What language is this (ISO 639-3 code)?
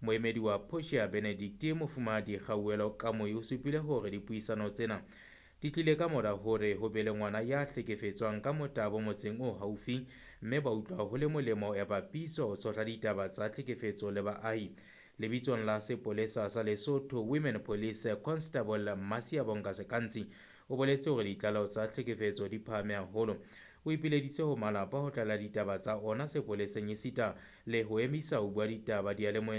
sot